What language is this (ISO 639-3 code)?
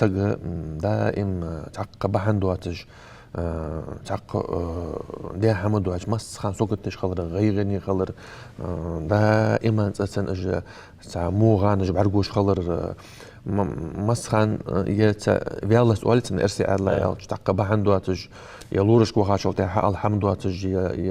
inh